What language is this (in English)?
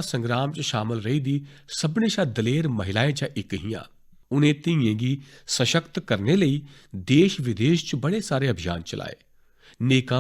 Dogri